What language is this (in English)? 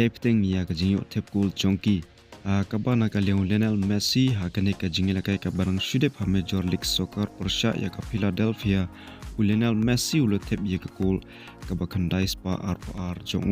Khasi